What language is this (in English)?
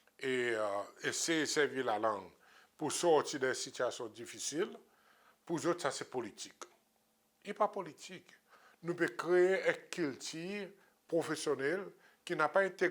Seselwa Creole French